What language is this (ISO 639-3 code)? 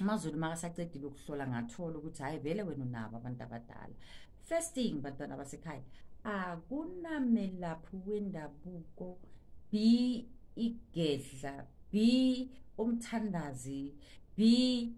zul